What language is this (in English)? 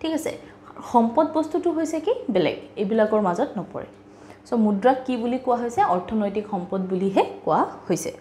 Assamese